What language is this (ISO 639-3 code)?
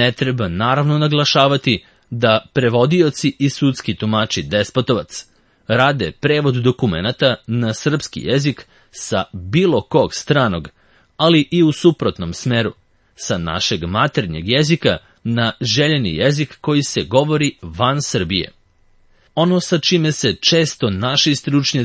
srp